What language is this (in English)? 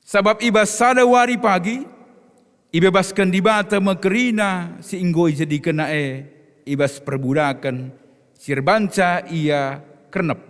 Batak Karo